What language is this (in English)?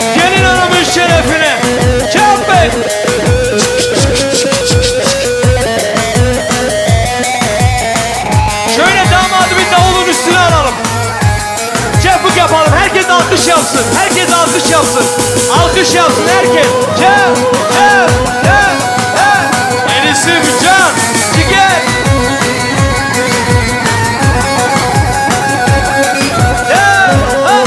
Turkish